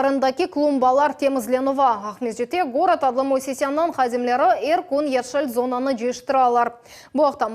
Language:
Crimean Tatar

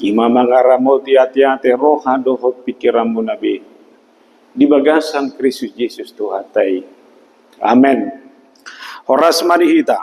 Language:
Batak Toba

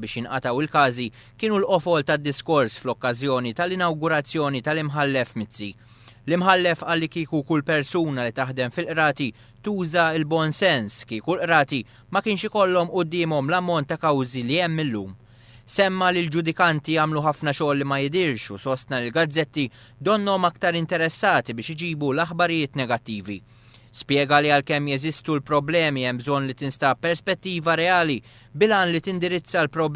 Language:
Maltese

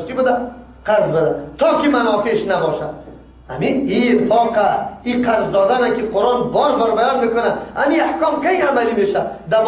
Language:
Persian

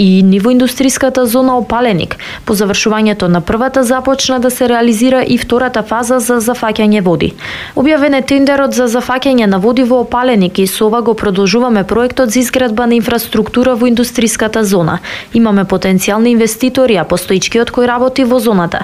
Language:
Macedonian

